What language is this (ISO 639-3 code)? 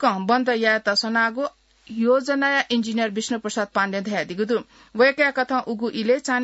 new